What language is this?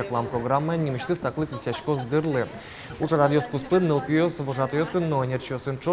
Udmurt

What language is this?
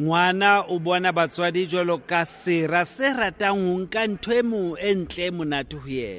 Southern Sotho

